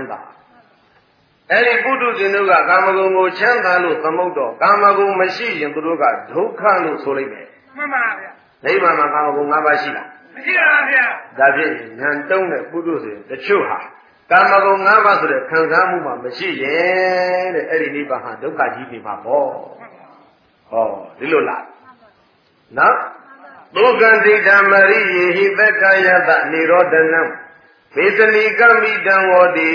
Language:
Burmese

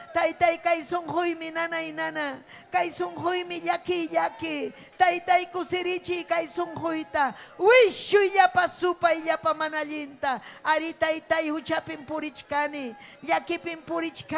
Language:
Ayacucho Quechua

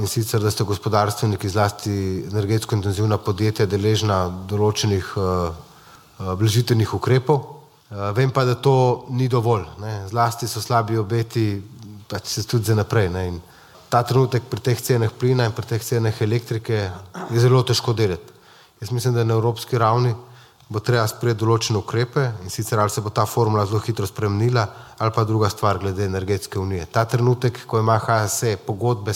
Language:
Slovenian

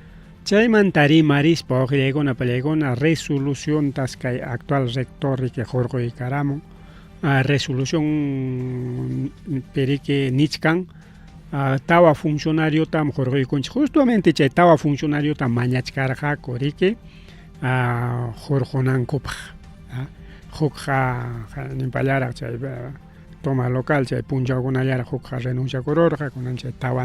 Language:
Ayacucho Quechua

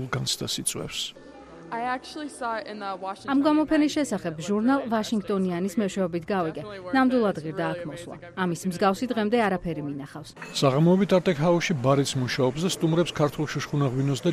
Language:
Georgian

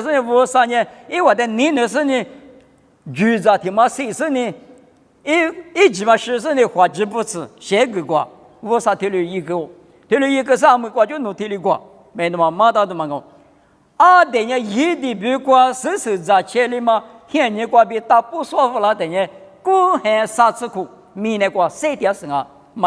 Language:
Lisu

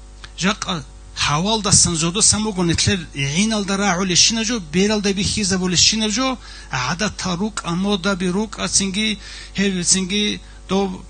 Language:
Avaric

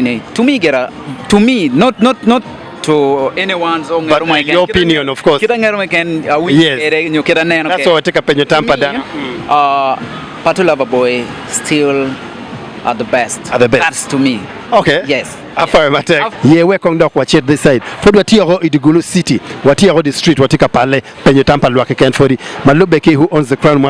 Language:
Acoli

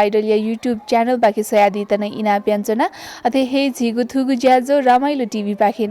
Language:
Newari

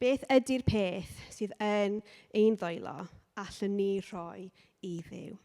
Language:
Welsh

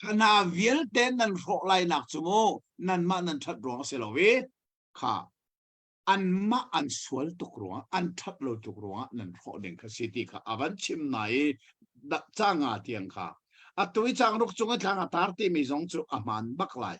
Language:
Hakha Chin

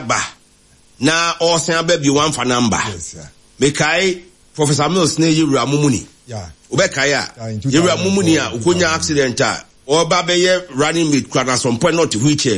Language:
Akan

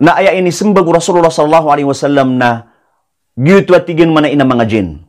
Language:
Maranao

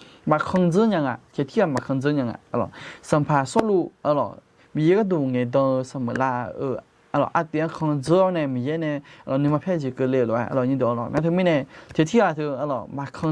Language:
Akha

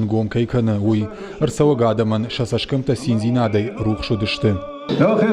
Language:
Ossetic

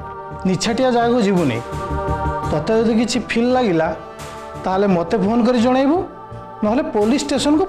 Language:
Odia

